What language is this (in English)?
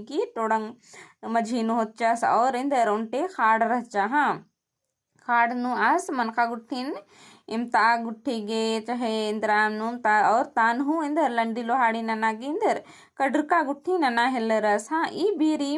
Kurukh